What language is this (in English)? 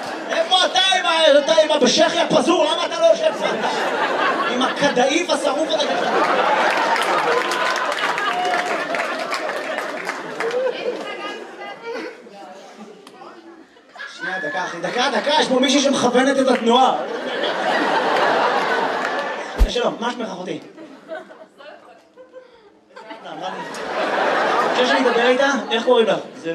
Hebrew